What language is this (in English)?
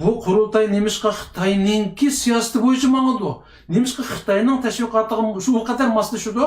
Uyghur